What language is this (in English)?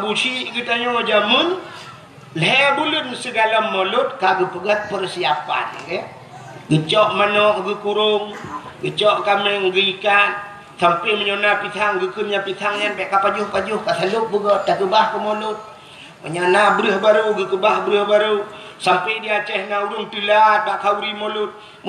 Achinese